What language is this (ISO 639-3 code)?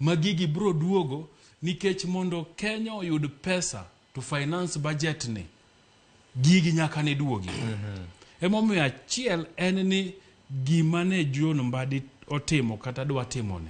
luo